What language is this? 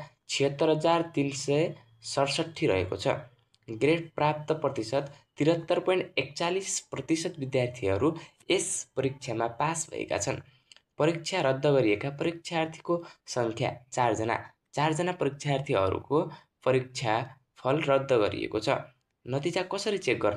Nepali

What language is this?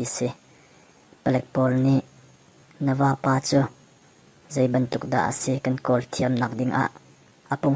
Hakha Chin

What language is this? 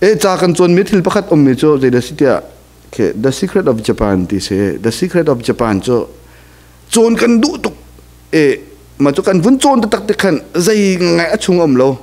Hakha Chin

